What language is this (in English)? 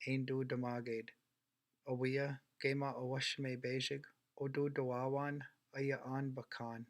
Chippewa